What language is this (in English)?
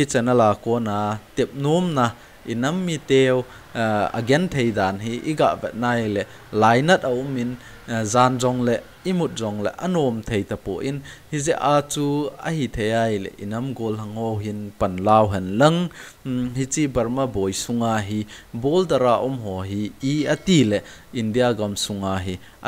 Thado Chin